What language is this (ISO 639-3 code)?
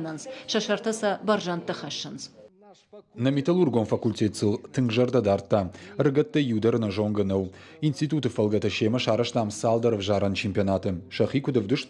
oss